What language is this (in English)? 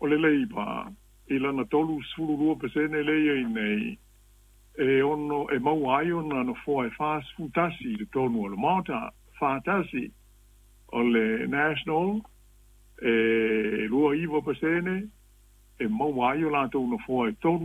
Samoan